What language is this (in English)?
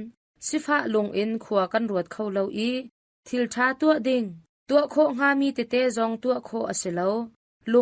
Hakha Chin